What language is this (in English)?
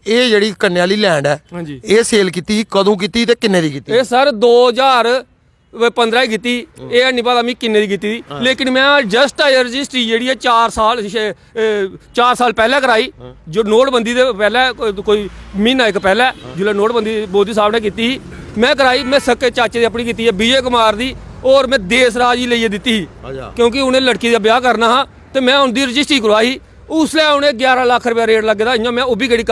Dogri